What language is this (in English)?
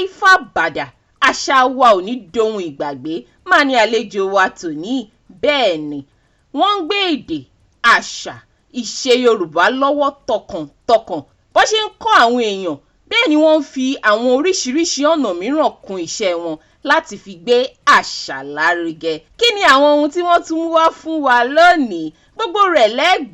Yoruba